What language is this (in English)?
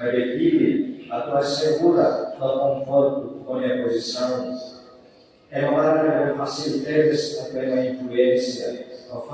Tetum